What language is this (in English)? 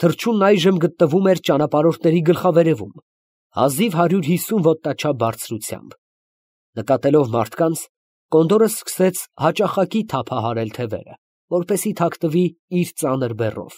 Armenian